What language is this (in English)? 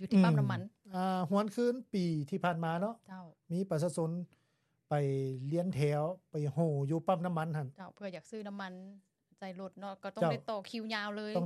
Lao